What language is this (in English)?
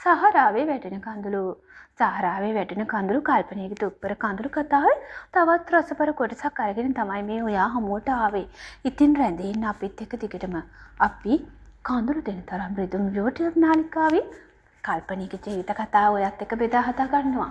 Sinhala